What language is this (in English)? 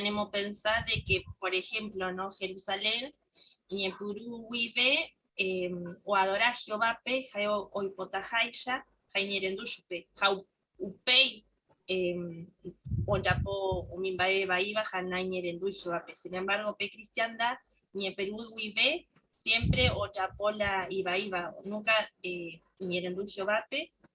Guarani